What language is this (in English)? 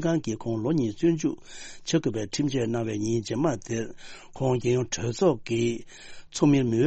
Tibetan